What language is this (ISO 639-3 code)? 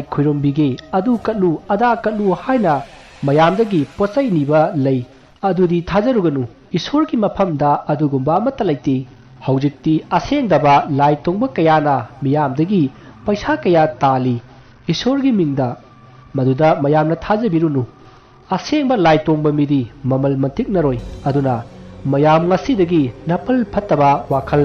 mni